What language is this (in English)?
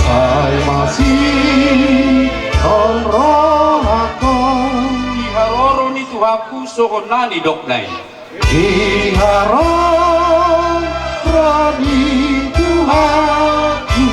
Batak Toba